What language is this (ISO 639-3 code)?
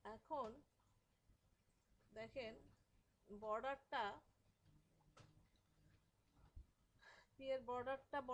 ben